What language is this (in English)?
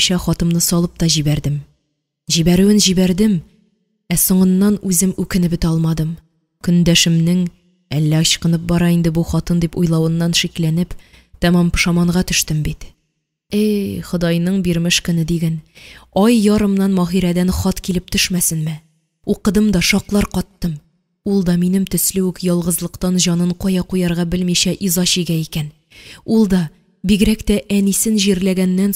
Tatar